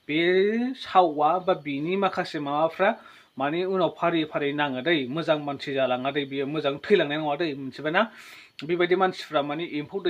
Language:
Bodo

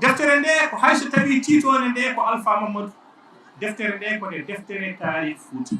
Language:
Fula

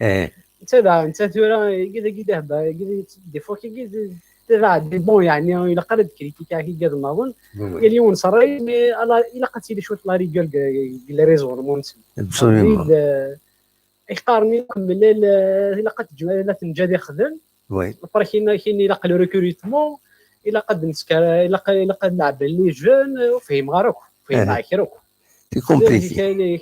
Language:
Kabyle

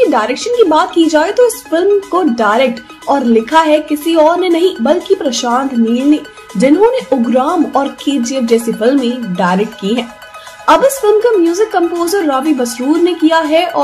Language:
Hindi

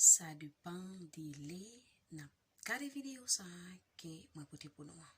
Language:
Haitian Creole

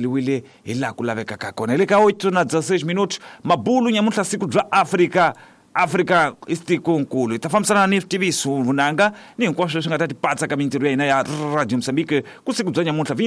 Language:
Tsonga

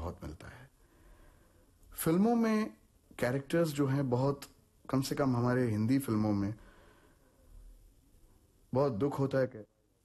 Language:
Hindi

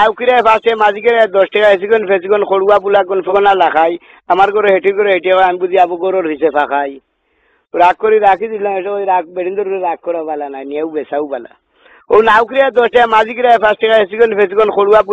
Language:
Sylheti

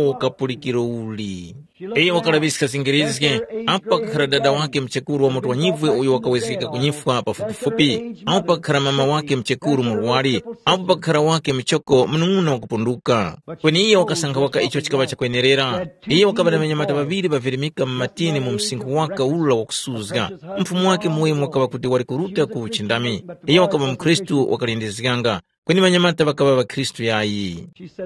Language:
Tumbuka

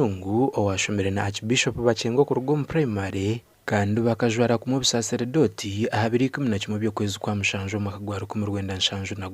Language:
Nyankole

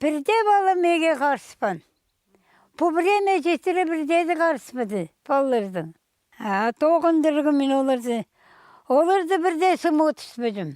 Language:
Khakas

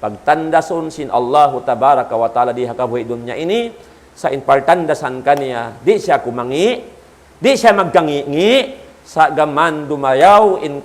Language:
Tausug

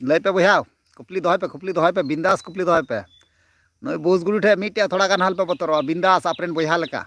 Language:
Santali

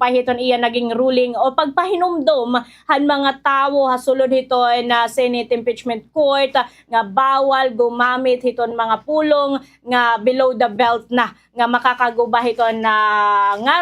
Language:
Waray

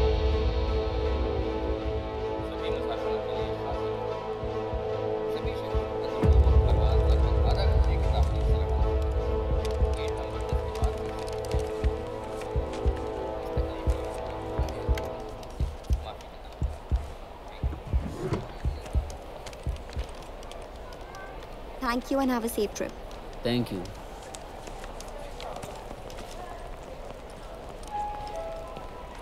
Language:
Hindi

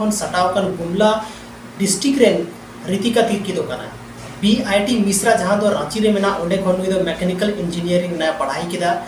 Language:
Santali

